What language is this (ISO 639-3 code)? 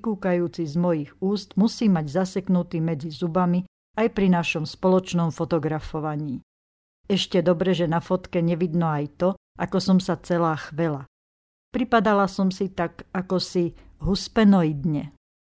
slk